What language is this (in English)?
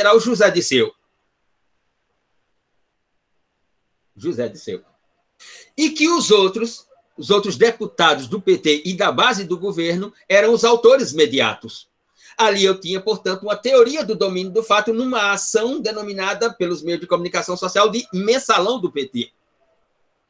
Portuguese